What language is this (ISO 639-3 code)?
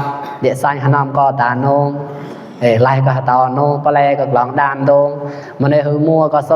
mnw